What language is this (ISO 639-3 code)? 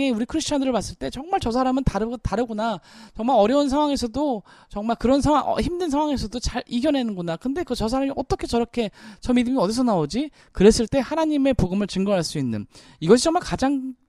kor